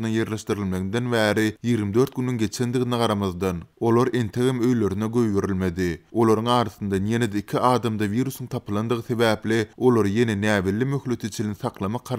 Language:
Turkmen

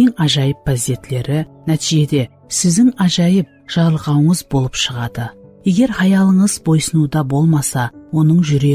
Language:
Kara-Kalpak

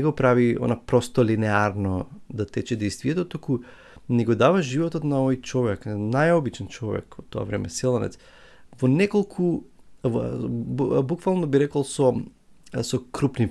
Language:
Macedonian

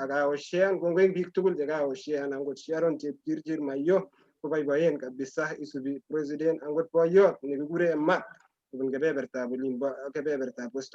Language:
Kalenjin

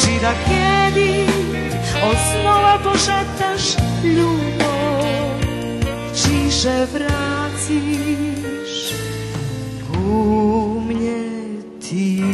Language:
Rusyn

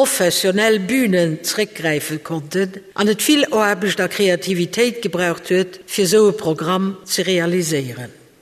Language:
Luxembourgish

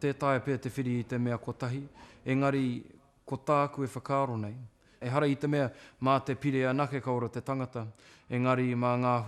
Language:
Māori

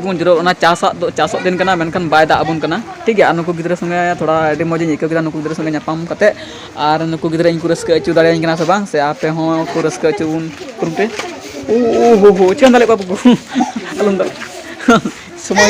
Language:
Santali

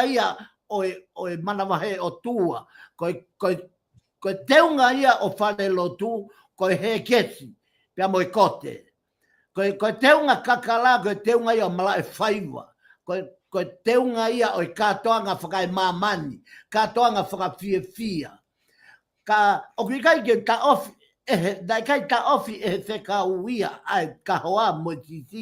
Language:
Tongan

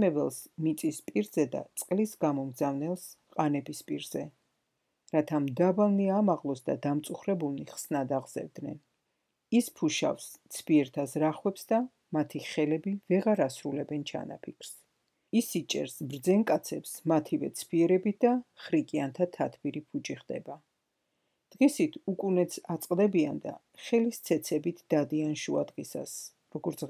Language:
Georgian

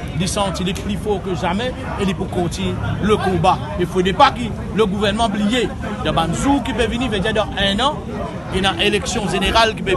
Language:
Morisyen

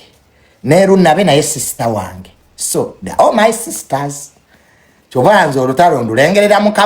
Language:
Ganda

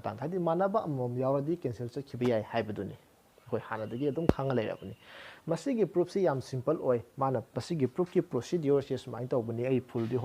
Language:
Manipuri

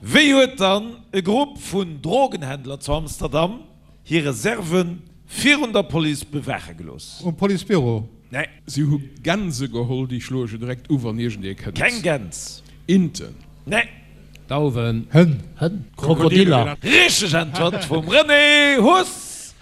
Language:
Luxembourgish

